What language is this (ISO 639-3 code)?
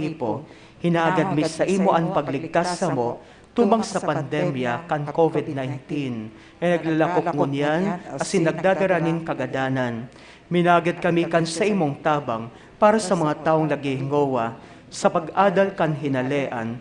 bik